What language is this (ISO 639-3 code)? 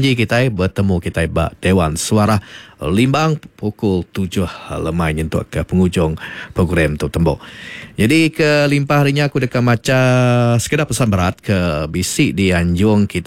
iba